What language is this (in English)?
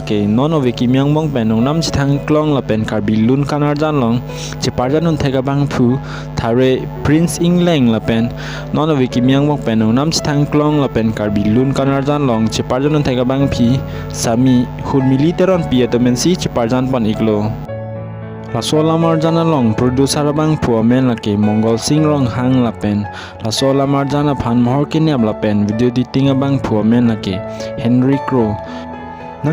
Karbi